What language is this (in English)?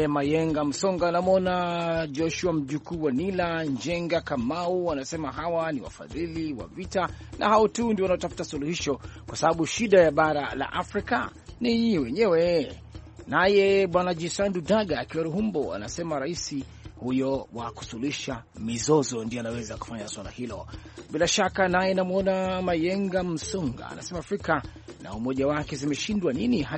Swahili